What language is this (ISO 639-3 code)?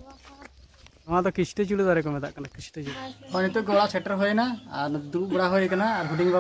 sat